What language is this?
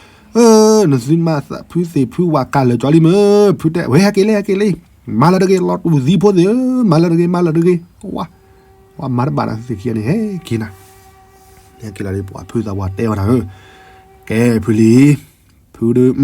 S'gaw Karen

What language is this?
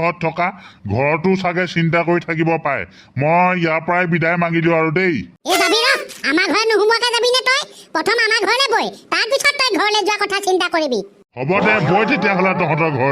Assamese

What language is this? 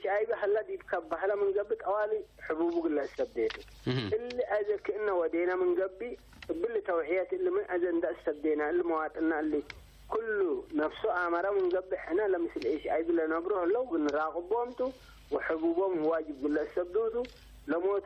Tigre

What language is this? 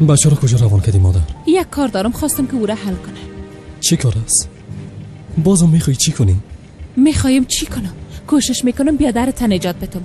Tajik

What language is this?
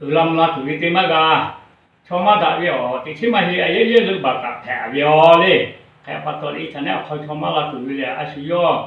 Lahu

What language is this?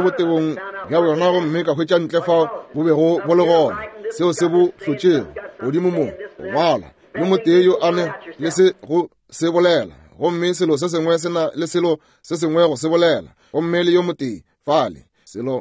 Northern Sotho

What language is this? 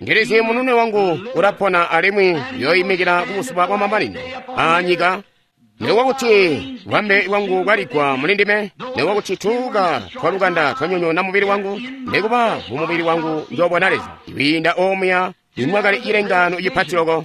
Tonga (Zambia)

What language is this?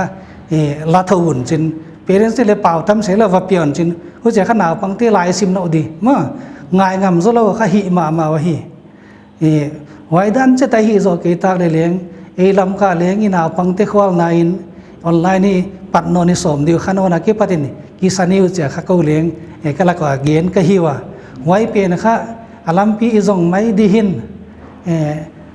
Paite Chin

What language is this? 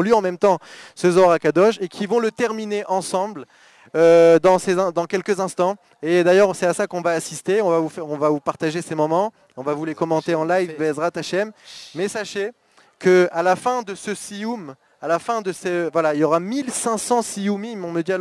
French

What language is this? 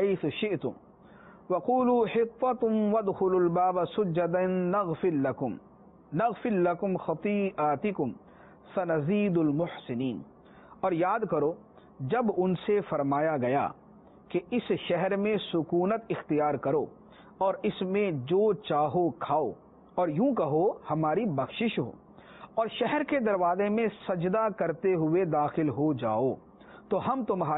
Urdu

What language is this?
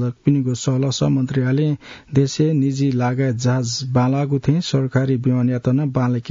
Newari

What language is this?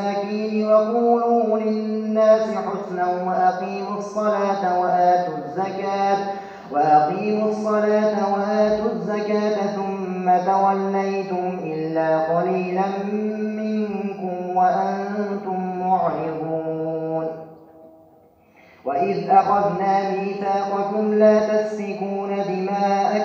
Arabic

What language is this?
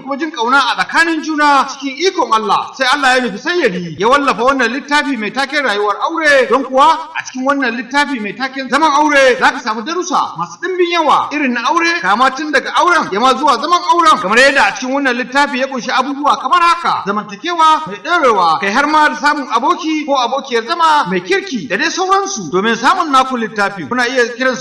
Hausa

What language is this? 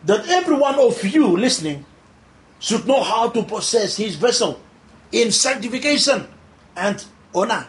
Bislama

